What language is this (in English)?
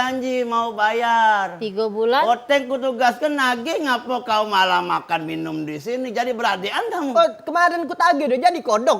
Musi